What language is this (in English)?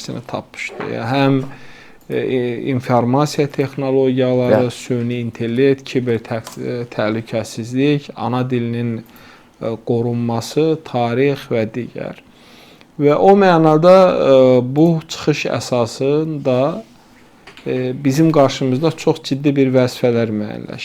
Azerbaijani